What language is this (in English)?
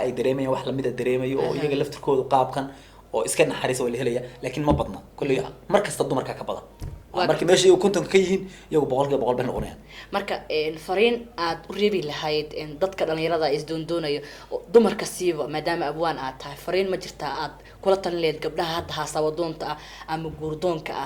Somali